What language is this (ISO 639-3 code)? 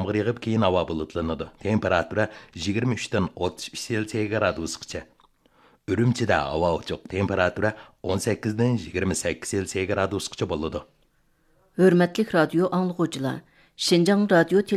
uig